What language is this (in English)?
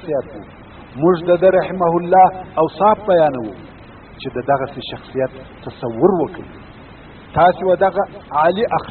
Pashto